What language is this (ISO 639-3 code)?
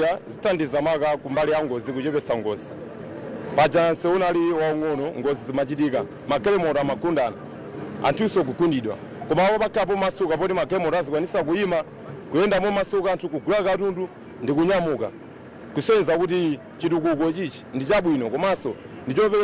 nya